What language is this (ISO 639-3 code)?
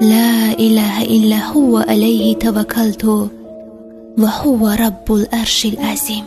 tgk